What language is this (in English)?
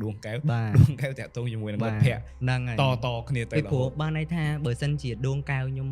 Khmer